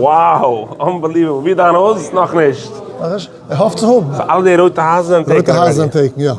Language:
Yiddish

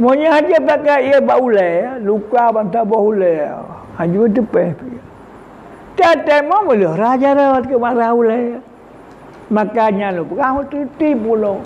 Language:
Achinese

